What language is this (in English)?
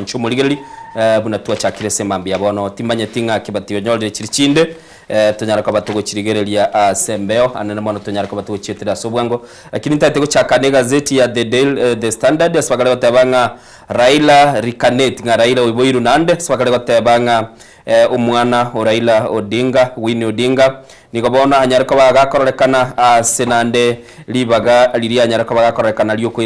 Gusii